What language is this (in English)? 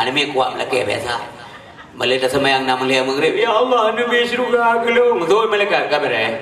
Achinese